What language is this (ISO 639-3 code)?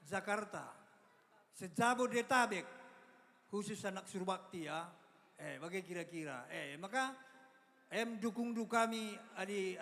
btx